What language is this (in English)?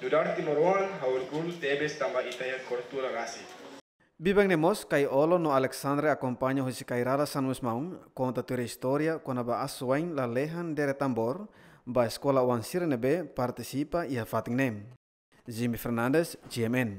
Tetum